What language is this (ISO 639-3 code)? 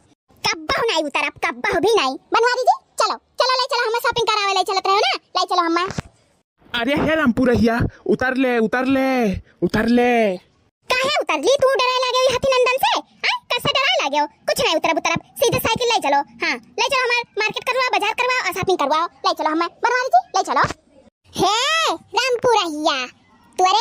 awa